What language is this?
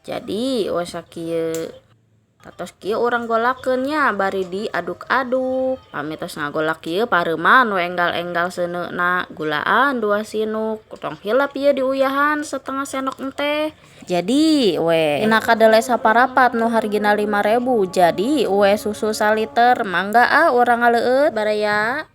Sundanese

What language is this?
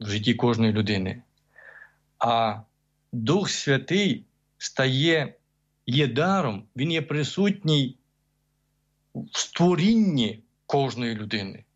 Ukrainian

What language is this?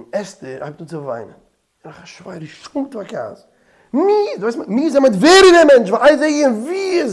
Yiddish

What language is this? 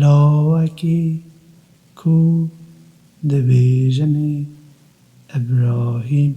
Kurdish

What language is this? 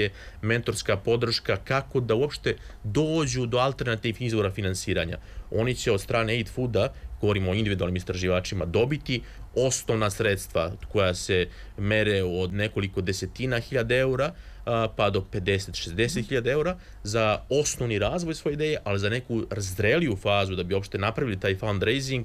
Serbian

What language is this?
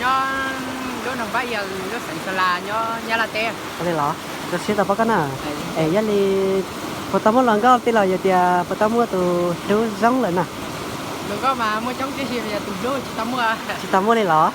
Hmong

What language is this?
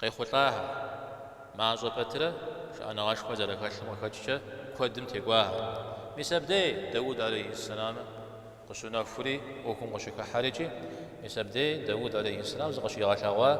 Kabardian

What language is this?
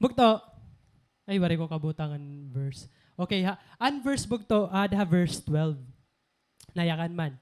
Waray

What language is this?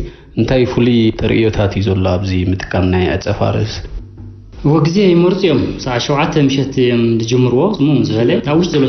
Tigrinya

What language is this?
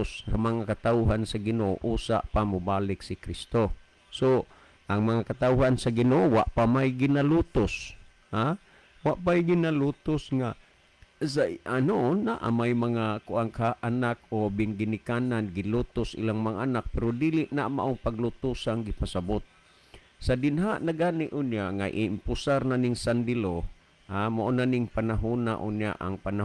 Cebuano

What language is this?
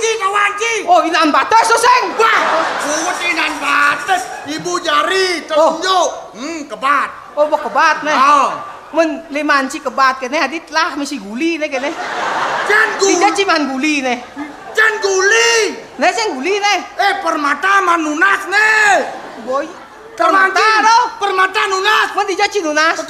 Balinese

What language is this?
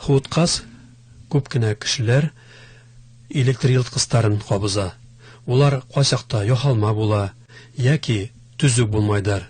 Bashkir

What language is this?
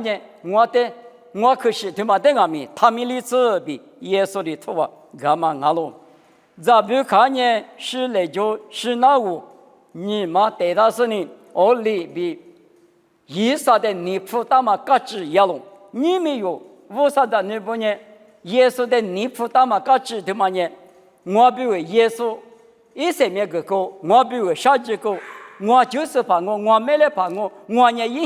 Lisu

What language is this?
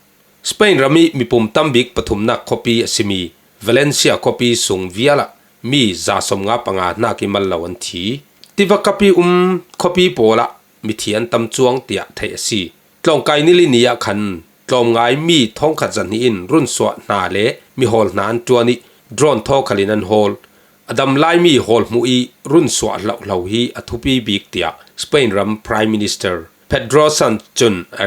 Falam Chin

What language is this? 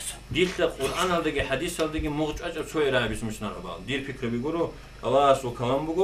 Avaric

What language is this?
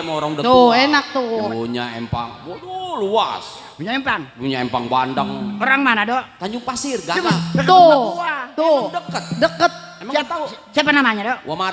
Betawi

